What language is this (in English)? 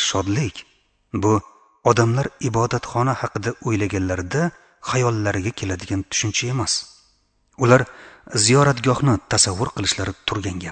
Uzbek